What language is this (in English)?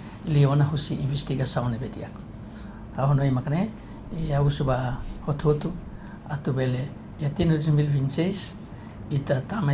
Tetum